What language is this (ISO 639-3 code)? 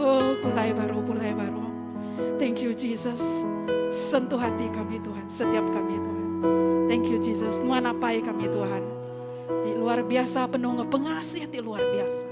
iba